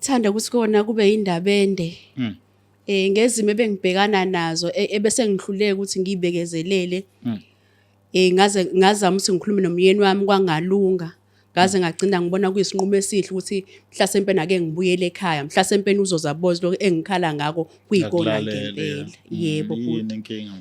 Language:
Zulu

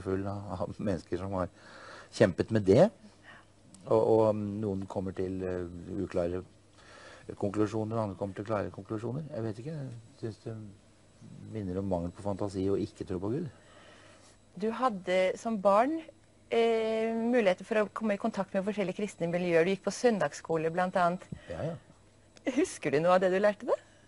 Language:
Norwegian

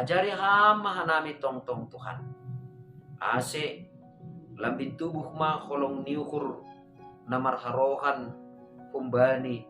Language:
Batak Simalungun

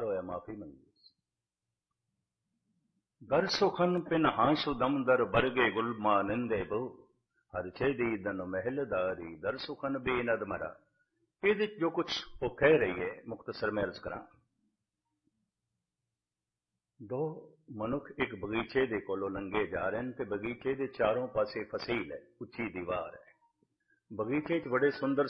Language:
Punjabi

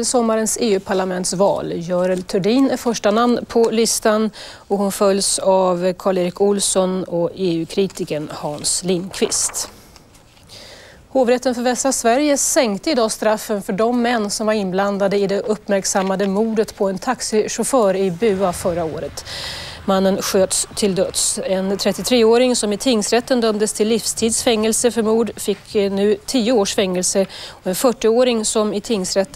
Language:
Swedish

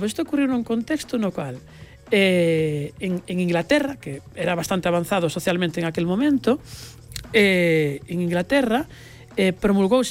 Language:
Galician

